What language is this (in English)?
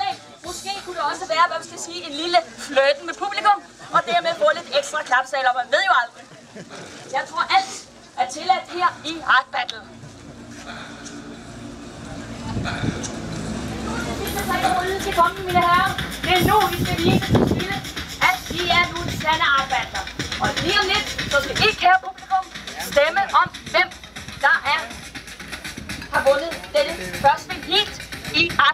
Danish